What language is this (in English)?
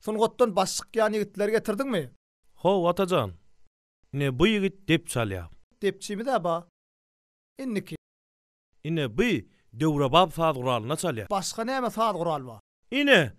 Turkmen